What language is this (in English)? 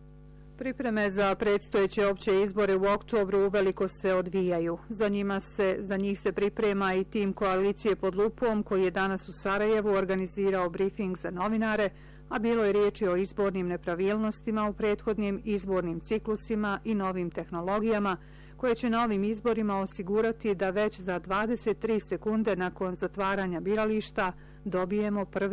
Bosnian